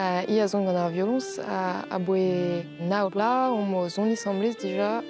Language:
Breton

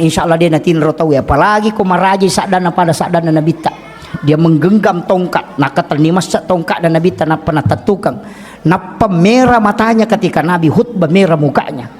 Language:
Buginese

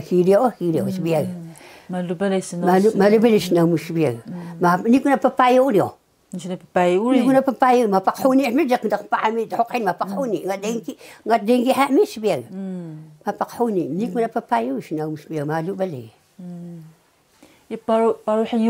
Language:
Taroko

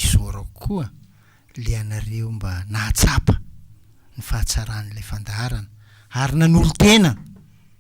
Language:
Malagasy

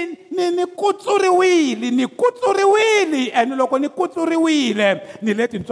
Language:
Tsonga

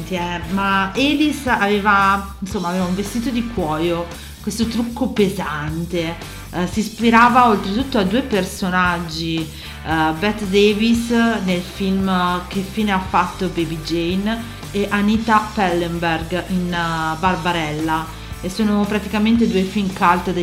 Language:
Italian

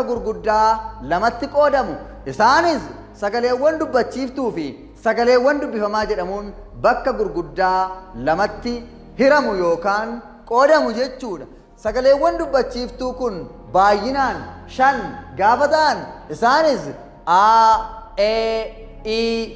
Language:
Oromo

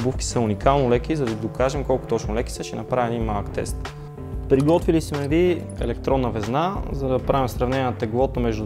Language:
Bulgarian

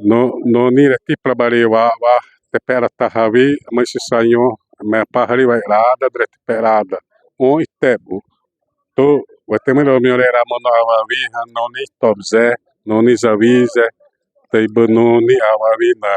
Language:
Xavánte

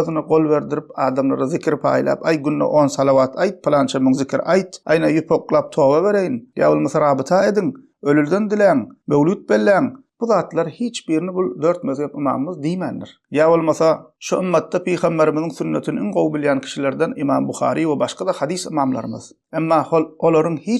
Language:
Turkmen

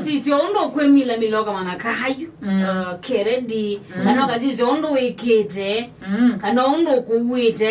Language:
Kamba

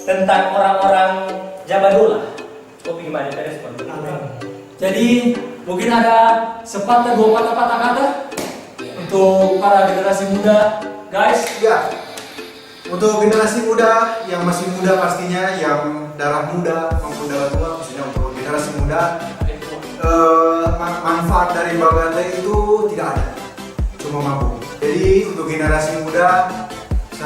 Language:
Manado Malay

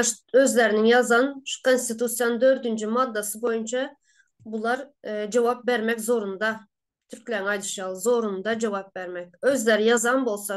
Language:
Turkmen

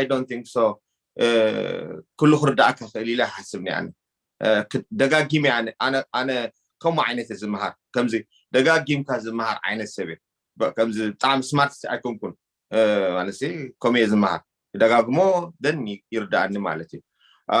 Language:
Tigrinya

